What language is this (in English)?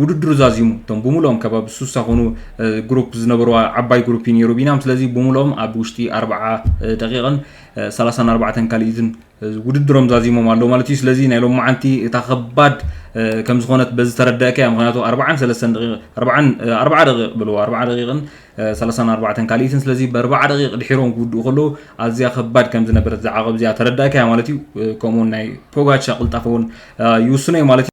Tigrinya